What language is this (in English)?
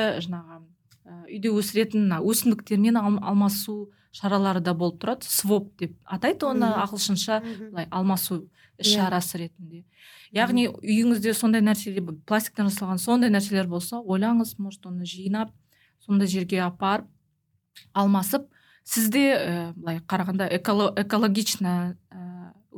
Kazakh